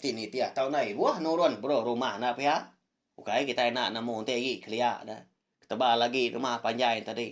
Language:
Iban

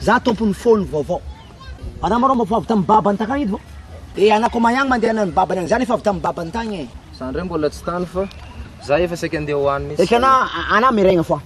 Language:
Malagasy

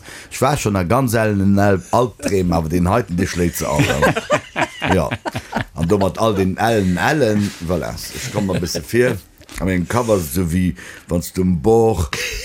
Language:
Luxembourgish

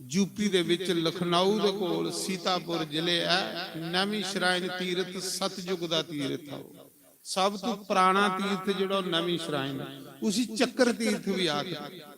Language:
Dogri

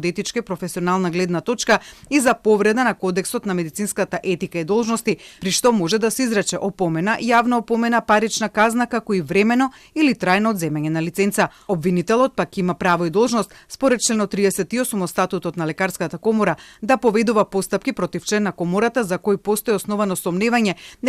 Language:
Macedonian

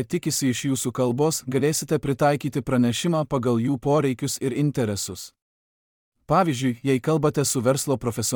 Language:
Lithuanian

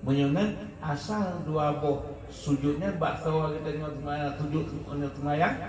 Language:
Achinese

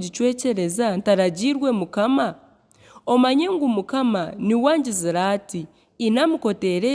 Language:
Nyankole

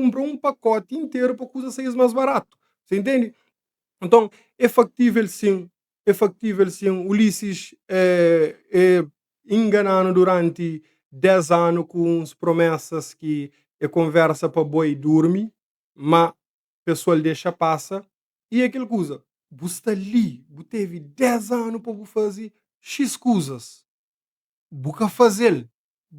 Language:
Kabuverdianu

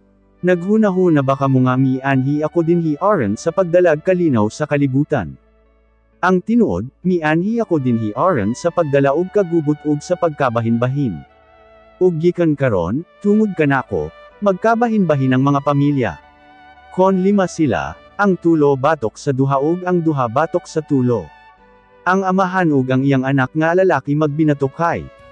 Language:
Cebuano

